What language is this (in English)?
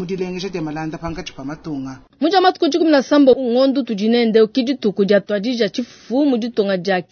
Luba-Lulua